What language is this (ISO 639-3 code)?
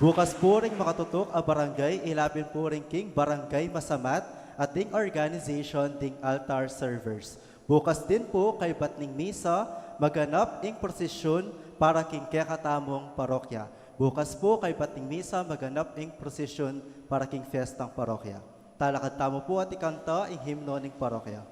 pam